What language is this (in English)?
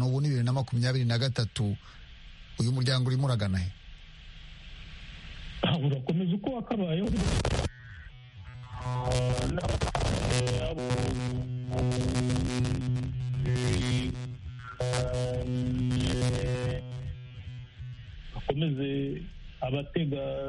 Kinyarwanda